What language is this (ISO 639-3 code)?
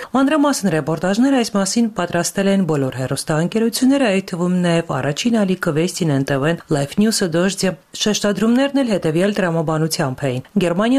hye